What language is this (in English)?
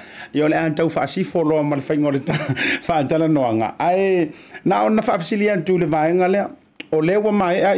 Samoan